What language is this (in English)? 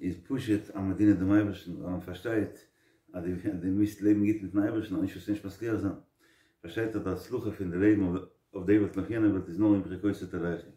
Yiddish